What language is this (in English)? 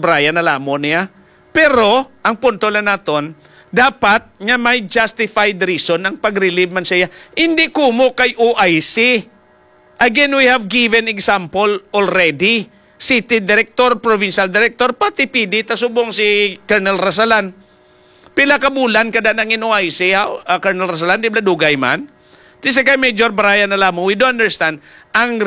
Hiligaynon